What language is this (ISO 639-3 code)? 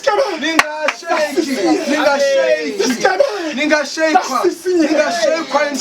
sot